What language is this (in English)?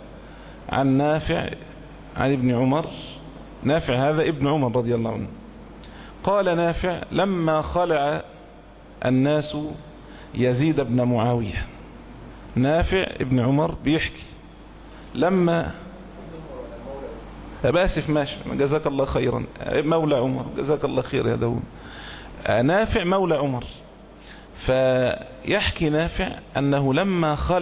Arabic